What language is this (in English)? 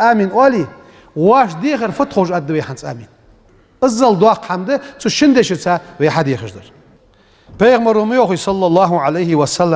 Ingush